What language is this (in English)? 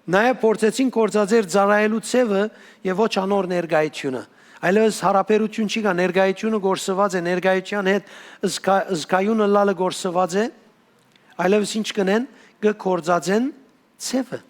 Western Armenian